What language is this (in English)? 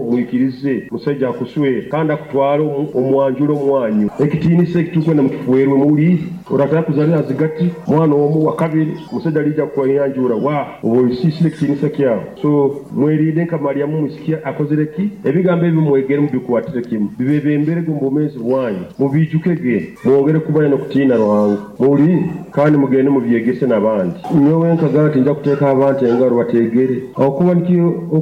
Nyoro